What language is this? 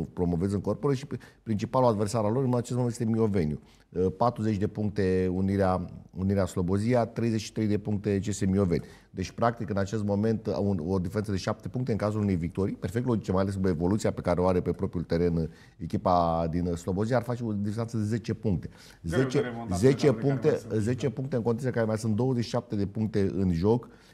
Romanian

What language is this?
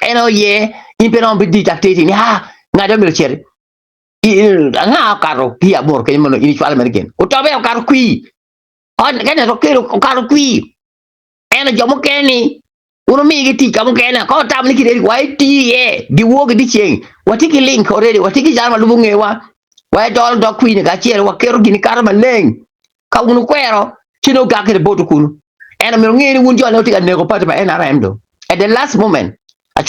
Acoli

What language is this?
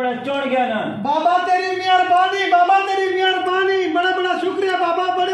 Saraiki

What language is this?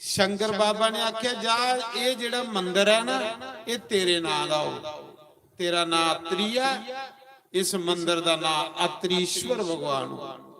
Dogri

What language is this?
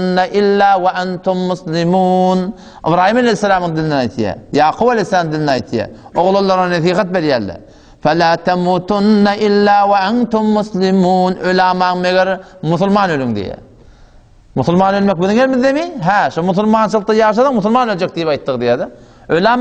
Turkmen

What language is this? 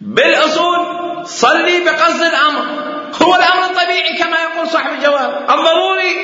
Mesopotamian Arabic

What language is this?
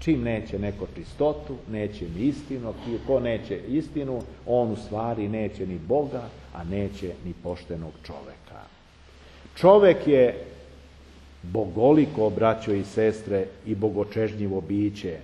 Serbian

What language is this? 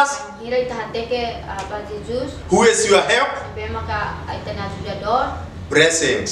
Tetum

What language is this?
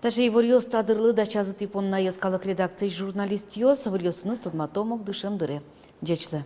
Udmurt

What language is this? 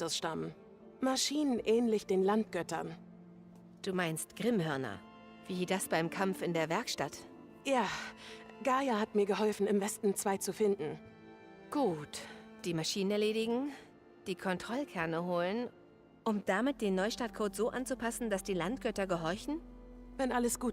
Bavarian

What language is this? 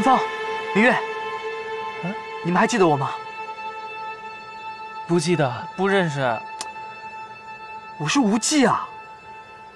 Chinese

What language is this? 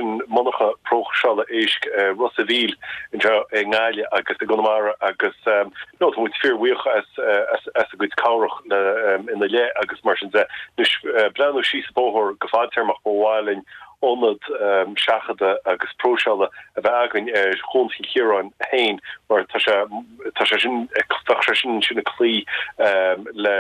Irish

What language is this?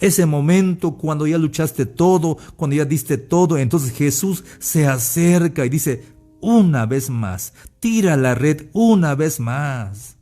Tzeltal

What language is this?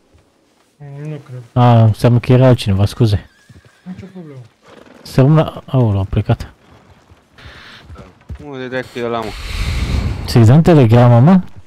Romanian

